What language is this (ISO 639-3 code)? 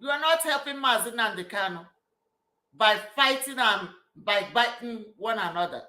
ibo